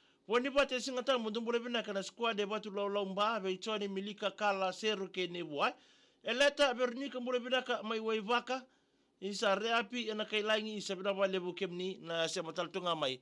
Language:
Fijian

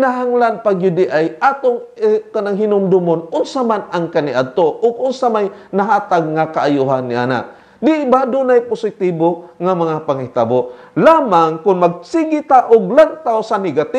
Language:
Cebuano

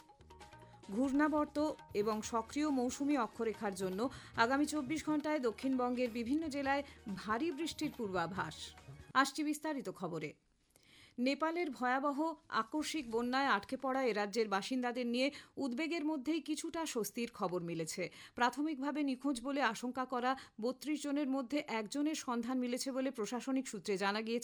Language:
Bangla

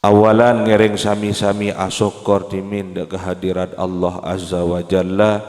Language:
Madurese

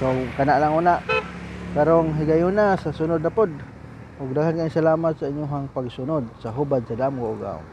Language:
Cebuano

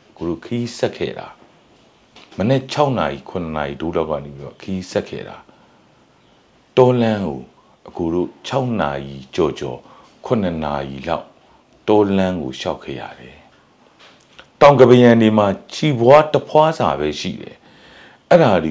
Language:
Burmese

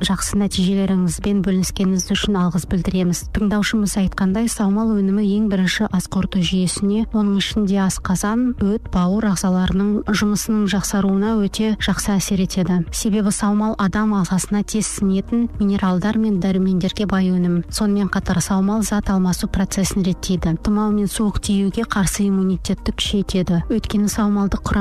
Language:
Kazakh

